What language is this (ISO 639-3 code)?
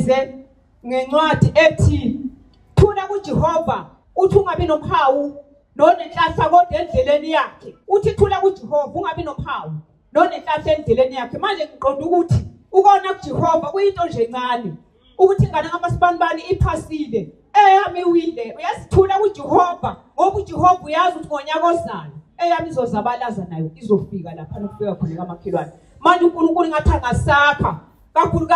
zul